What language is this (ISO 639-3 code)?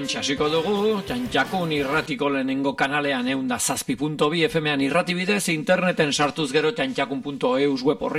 eus